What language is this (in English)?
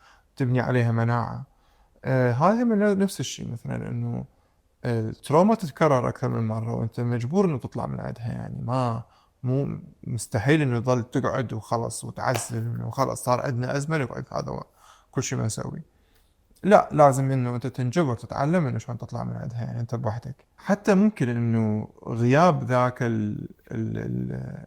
Mesopotamian Arabic